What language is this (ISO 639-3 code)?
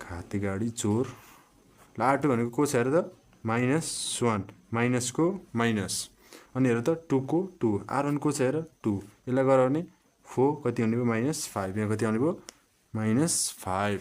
nep